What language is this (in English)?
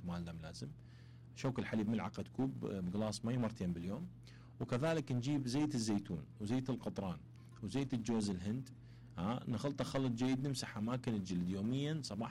Mesopotamian Arabic